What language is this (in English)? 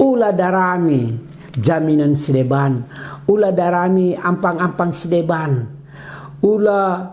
Batak Karo